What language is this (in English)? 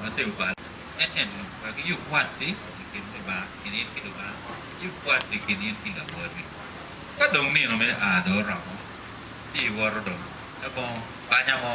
Acoli